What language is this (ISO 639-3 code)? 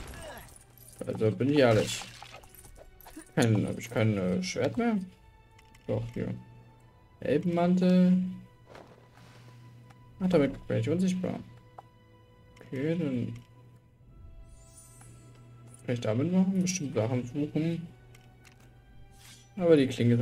deu